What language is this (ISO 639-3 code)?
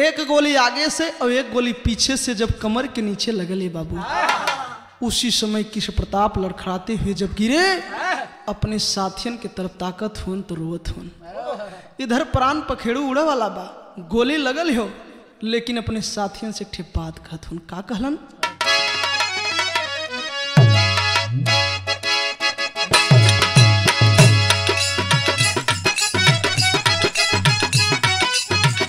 bho